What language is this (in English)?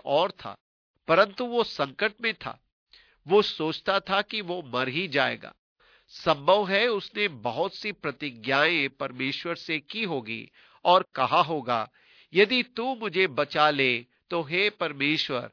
Hindi